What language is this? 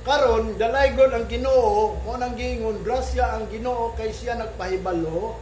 Cebuano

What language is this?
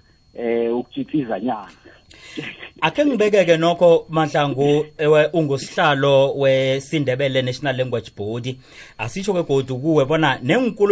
South Ndebele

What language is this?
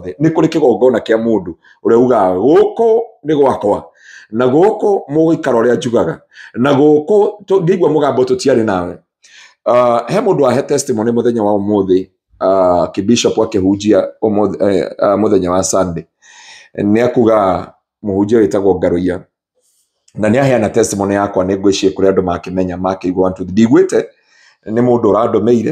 Kikuyu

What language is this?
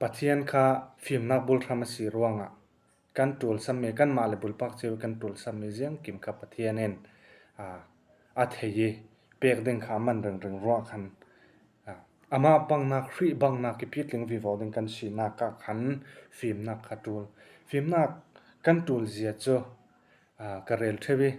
Falam Chin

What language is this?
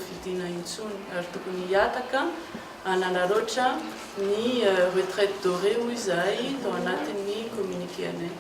Malagasy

